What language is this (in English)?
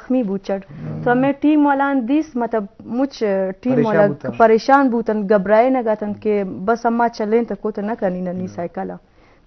Eastern Balochi